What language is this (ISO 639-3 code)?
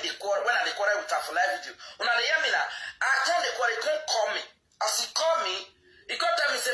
pcm